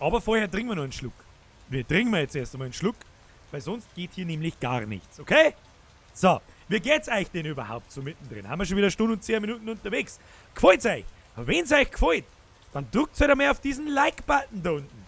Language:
Bavarian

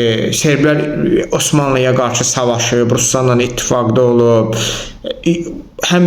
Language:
Azerbaijani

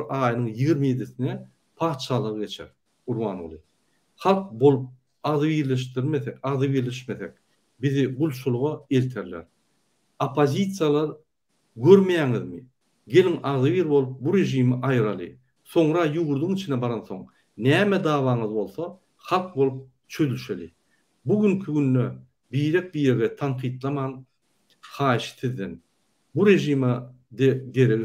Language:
Turkmen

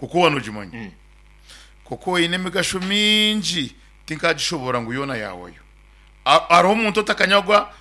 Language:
Nyankole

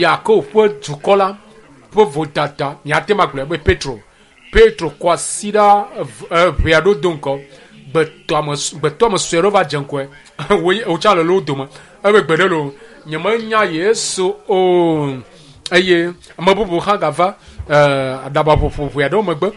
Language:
Ewe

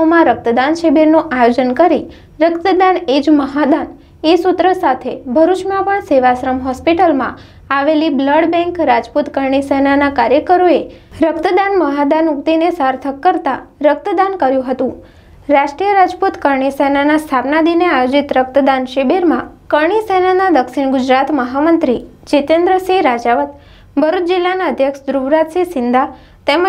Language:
Gujarati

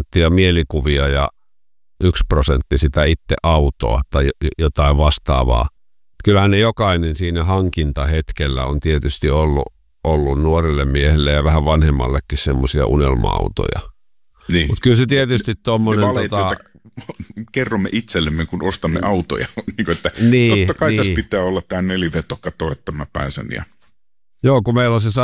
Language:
Finnish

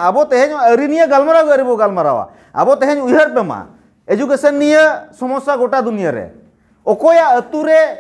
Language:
Santali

